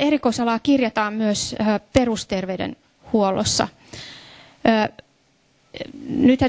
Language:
Finnish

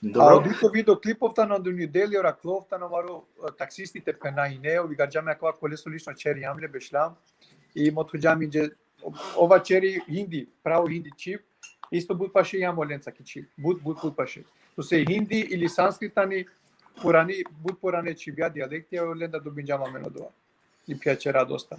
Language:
Balkan Romani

